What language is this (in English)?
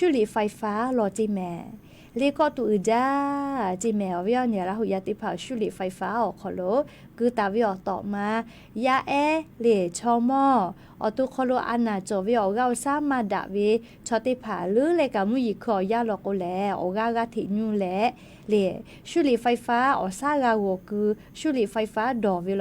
Lahu